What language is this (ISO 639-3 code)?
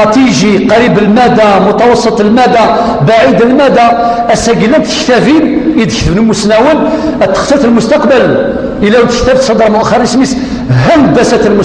kab